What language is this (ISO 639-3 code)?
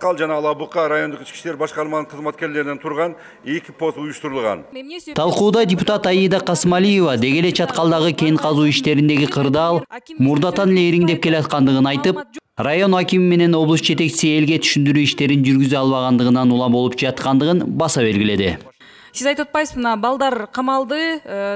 kir